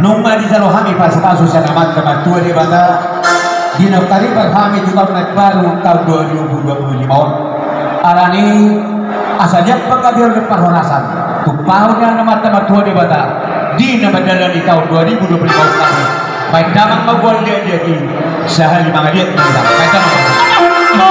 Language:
Batak Toba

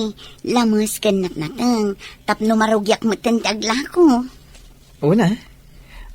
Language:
Iloko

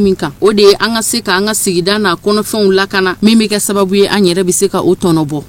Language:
Bambara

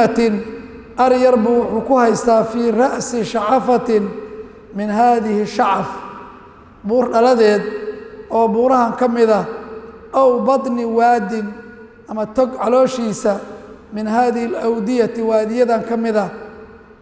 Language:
Somali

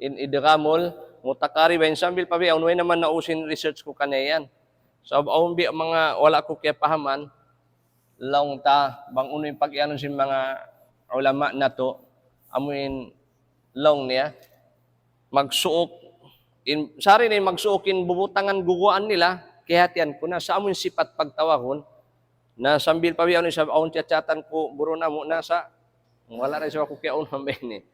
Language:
Tausug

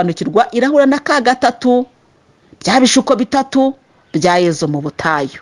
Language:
Kinyarwanda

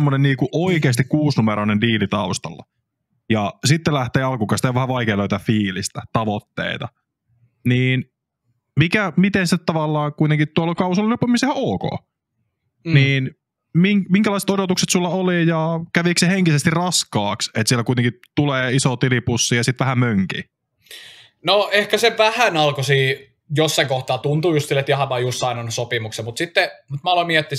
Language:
Finnish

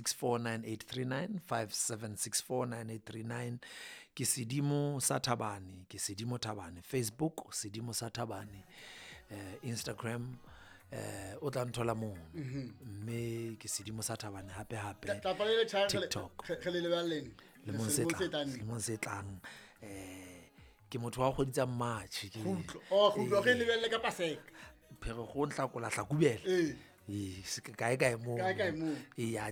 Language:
Southern Sotho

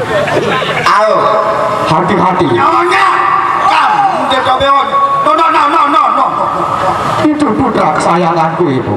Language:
Sasak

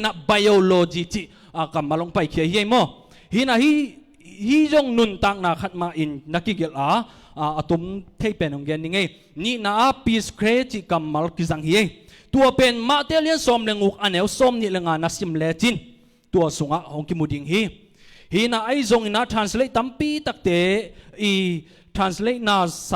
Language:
Tedim Chin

